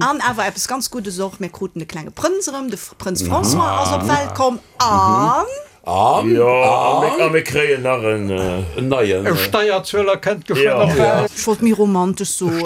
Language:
Luxembourgish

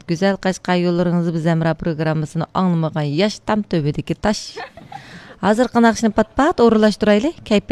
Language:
Uyghur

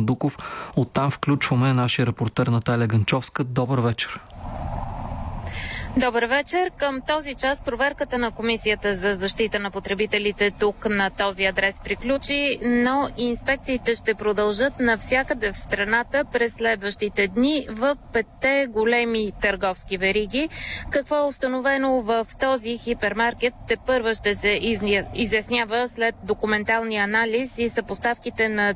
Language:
Bulgarian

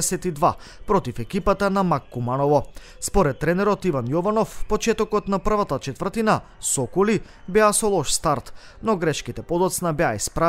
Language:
Macedonian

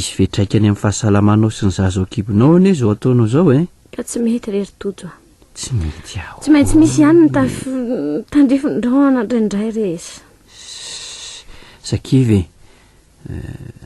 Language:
Malagasy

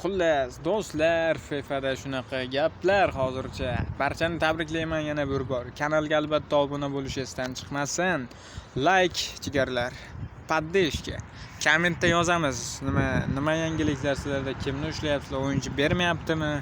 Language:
Uzbek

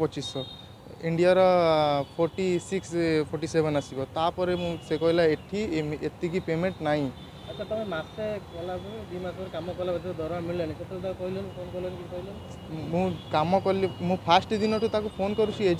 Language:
Odia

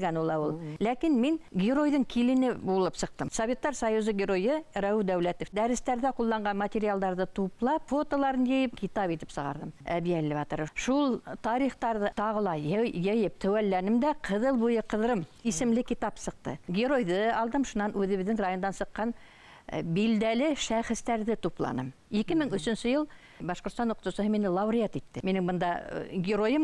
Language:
Bashkir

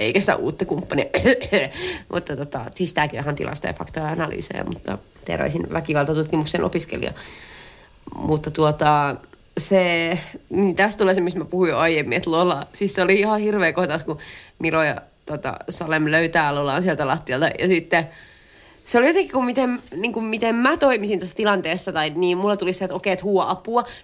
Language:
Finnish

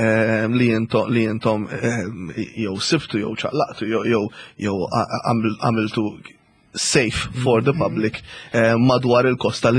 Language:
Maltese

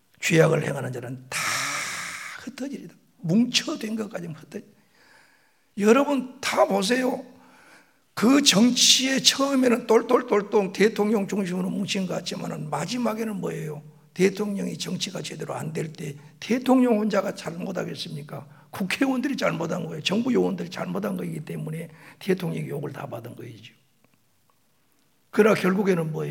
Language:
Korean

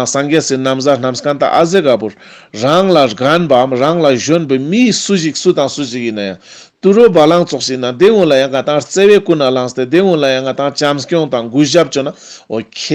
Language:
Ladakhi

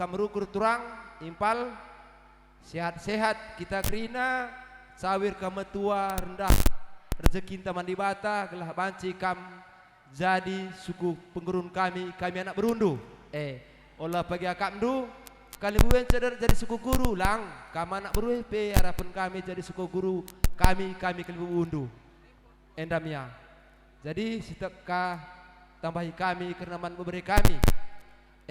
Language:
Batak Karo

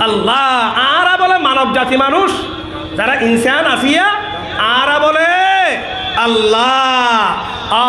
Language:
Rohingya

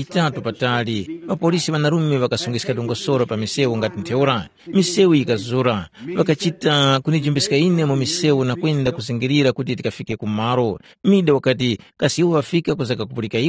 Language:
Tumbuka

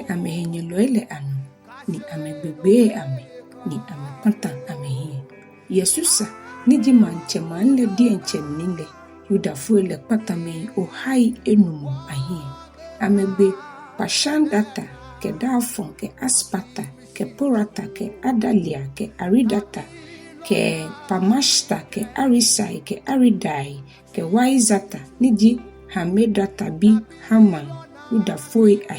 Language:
Ga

